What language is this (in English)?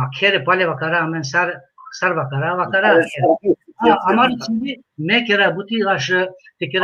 Balkan Romani